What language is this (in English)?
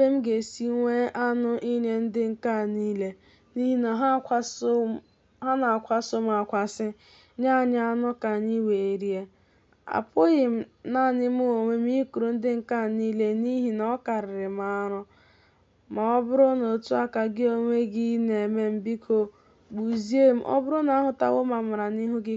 Igbo